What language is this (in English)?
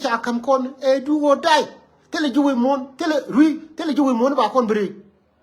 Nuer